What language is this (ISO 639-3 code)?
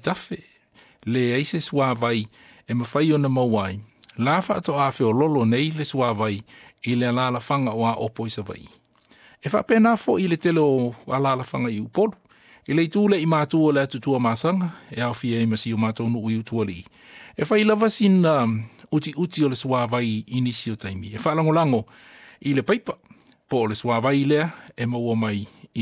smo